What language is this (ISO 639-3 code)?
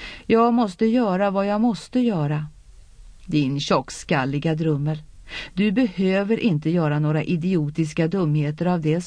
swe